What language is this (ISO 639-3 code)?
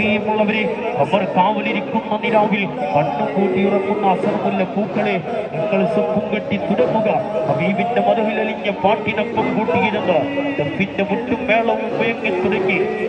mal